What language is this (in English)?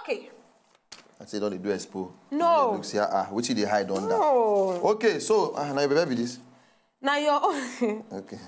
Nigerian Pidgin